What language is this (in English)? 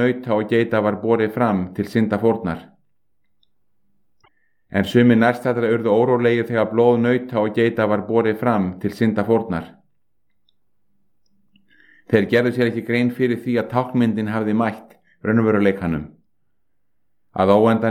Icelandic